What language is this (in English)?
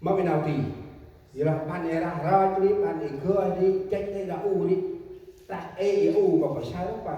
Central Mnong